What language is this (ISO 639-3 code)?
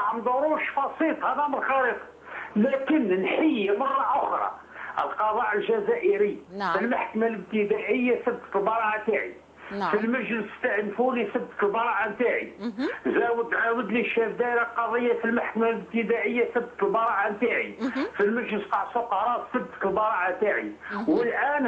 arq